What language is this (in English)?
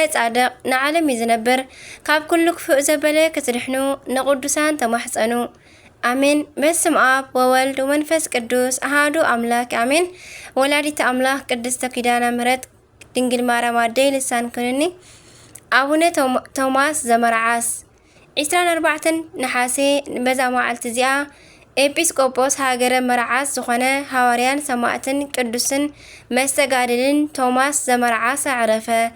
Tigrinya